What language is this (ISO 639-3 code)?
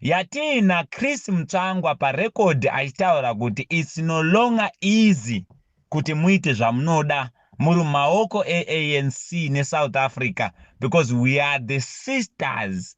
sna